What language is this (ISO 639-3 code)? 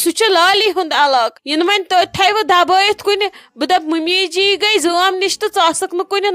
kas